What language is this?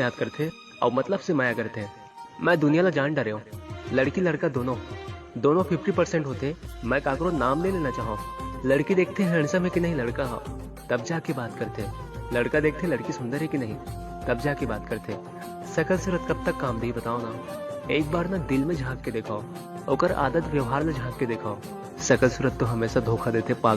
Chhattisgarhi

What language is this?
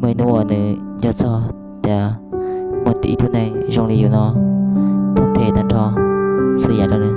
Hmong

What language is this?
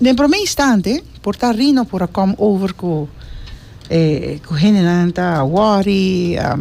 Papiamento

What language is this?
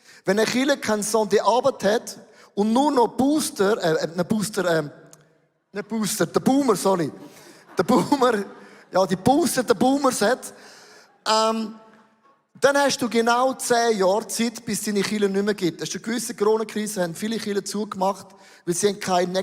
Swiss German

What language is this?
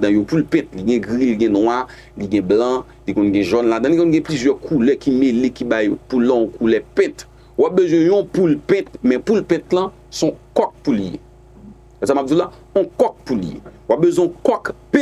Haitian Creole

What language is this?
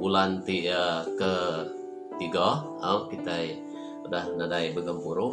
Iban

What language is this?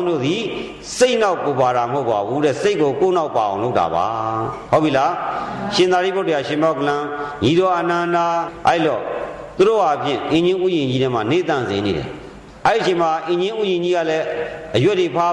Burmese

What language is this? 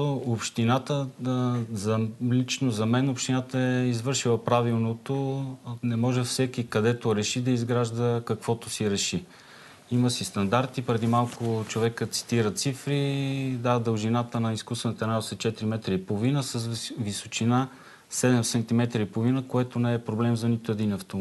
Bulgarian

